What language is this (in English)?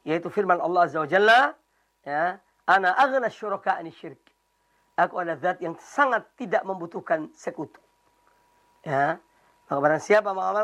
Indonesian